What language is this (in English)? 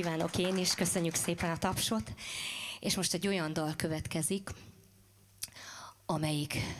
Hungarian